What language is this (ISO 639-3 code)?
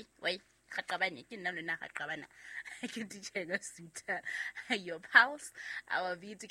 sot